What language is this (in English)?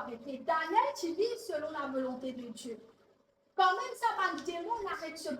Morisyen